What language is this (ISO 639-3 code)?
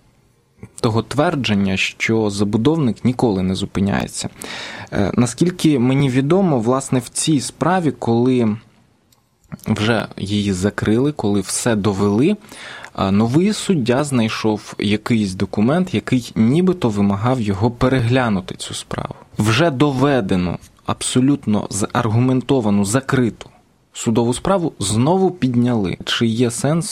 ukr